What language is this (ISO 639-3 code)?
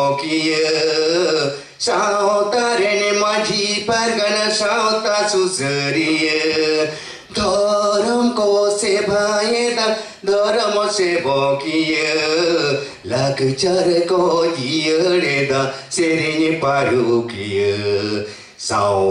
sat